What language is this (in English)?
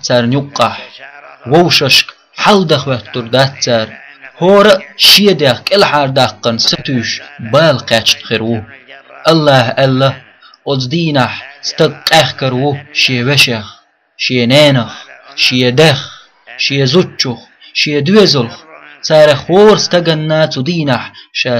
Chechen